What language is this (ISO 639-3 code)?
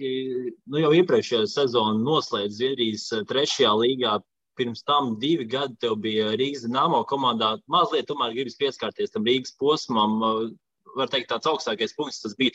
lav